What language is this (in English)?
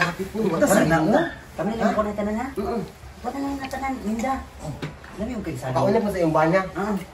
Cebuano